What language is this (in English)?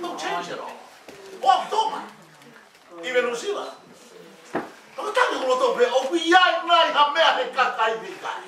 Tongan